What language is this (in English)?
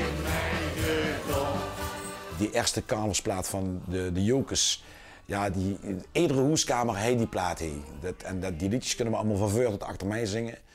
Limburgish